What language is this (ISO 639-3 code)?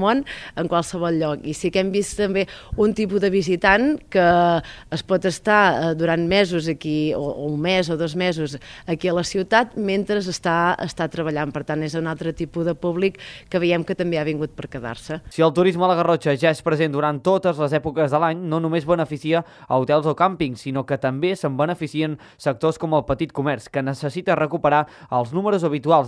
cat